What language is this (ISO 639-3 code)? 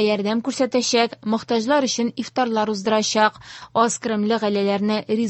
tat